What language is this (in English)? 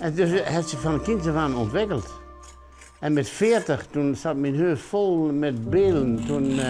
Western Frisian